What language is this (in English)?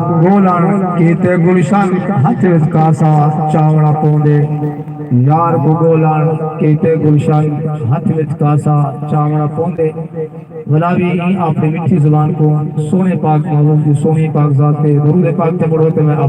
Saraiki